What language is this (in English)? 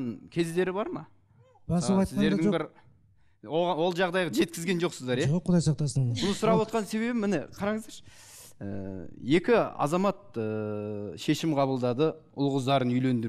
Kazakh